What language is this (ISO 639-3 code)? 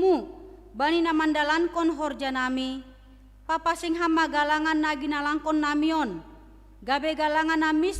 bts